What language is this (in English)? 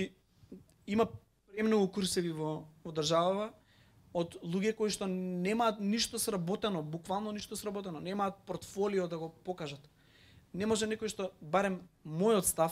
Macedonian